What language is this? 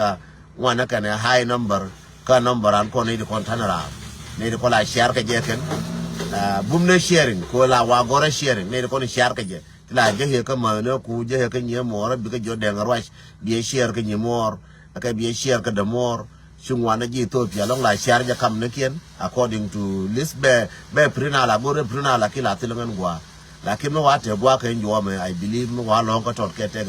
Nuer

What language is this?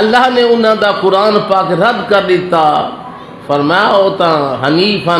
Saraiki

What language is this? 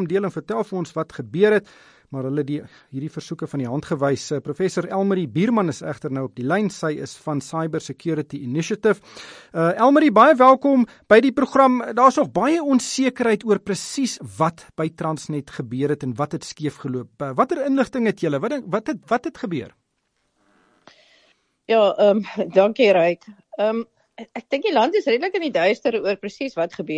Afrikaans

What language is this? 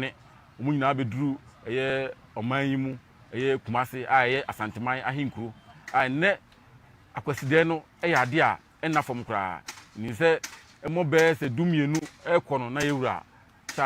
Akan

